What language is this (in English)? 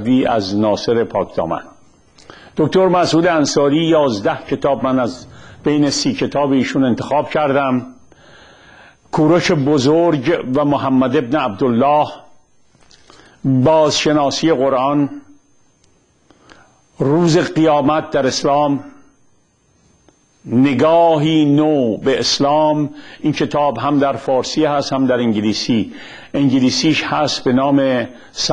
Persian